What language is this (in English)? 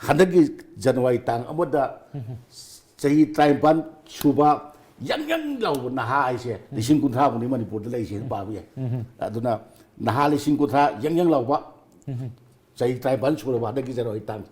Manipuri